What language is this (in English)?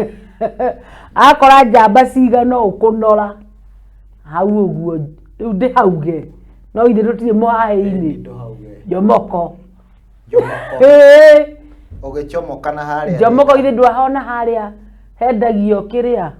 Kikuyu